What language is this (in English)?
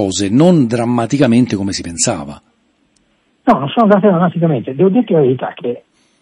Italian